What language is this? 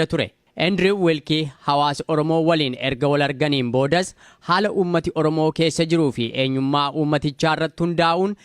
Oromo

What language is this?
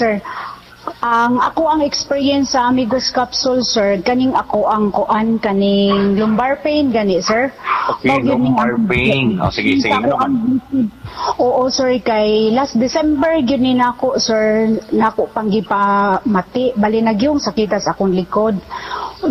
Cebuano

